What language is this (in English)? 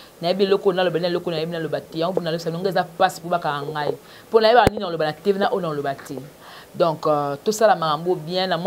Lingala